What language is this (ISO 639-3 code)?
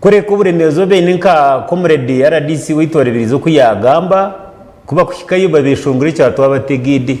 nyn